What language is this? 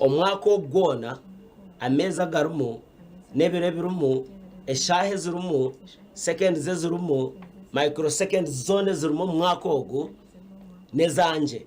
Nyankole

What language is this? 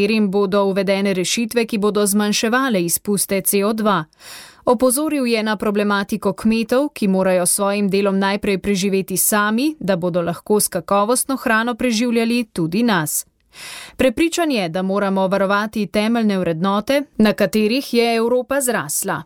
Slovenian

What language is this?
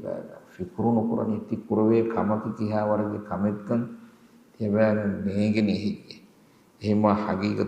Divehi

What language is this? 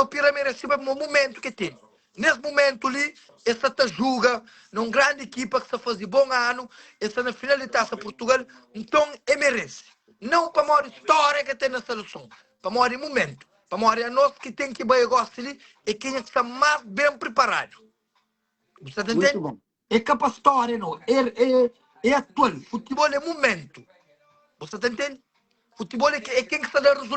Kabuverdianu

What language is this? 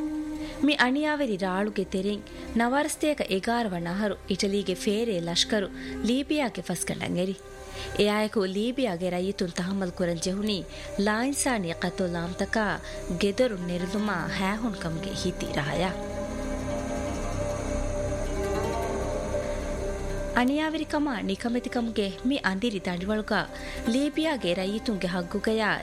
Divehi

